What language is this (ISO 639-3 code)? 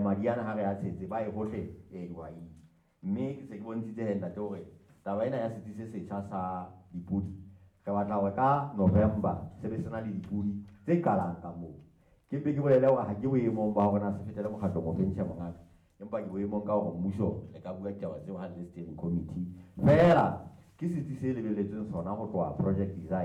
sot